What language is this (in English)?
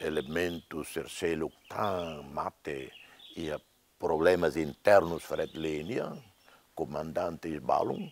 Tetum